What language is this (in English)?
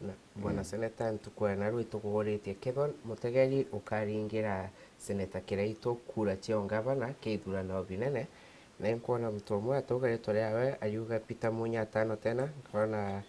Meru